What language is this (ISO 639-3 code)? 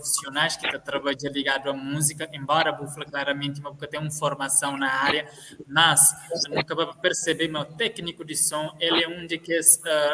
kea